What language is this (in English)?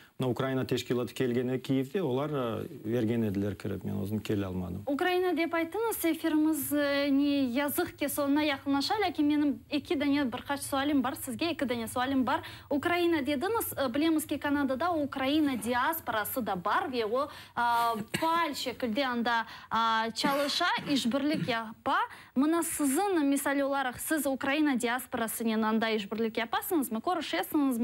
Crimean Tatar